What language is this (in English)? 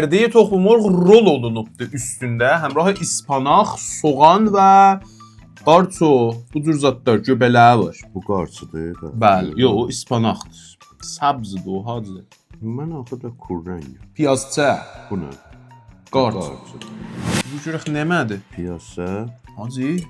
South Azerbaijani